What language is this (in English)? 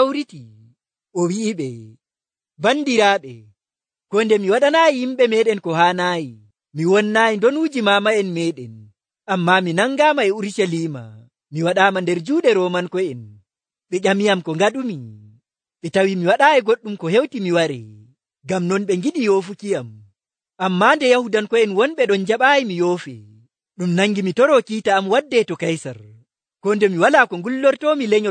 Nigerian Fulfulde